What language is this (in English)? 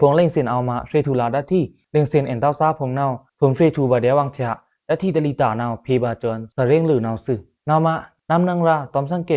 Pa'o Karen